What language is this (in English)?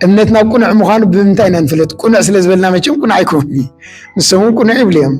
Tigrinya